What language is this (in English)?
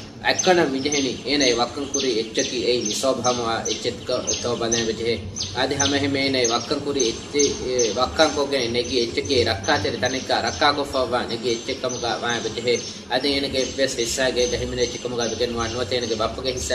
Divehi